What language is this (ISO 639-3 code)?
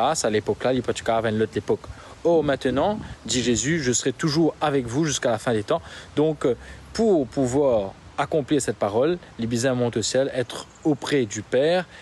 mfe